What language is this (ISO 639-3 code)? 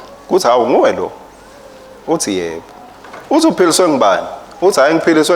ssw